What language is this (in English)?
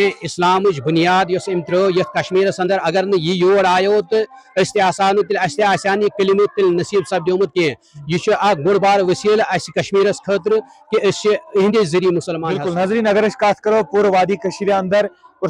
Kashmiri